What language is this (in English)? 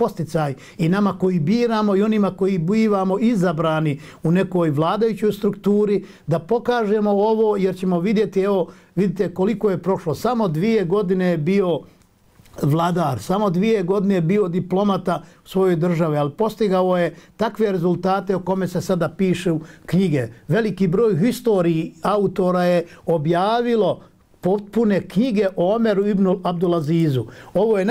Bosnian